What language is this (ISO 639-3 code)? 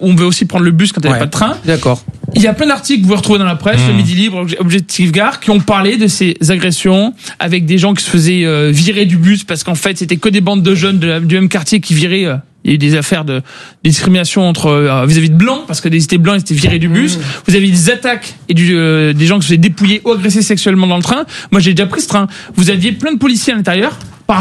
fra